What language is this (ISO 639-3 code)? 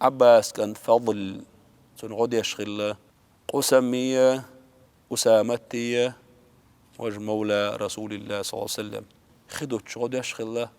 che